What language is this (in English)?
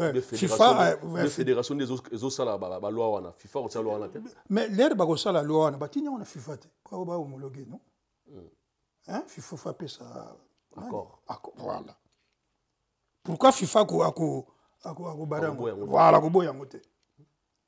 French